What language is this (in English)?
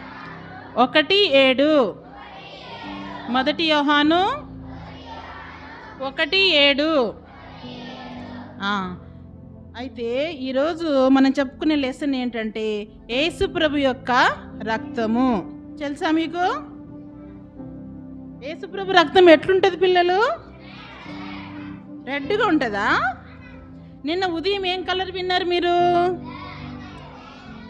Telugu